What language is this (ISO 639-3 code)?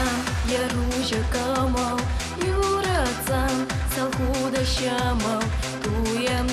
chv